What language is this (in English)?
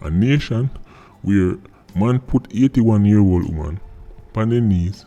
Jamaican Creole English